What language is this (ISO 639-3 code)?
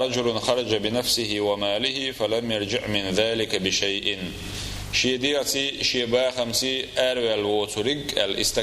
che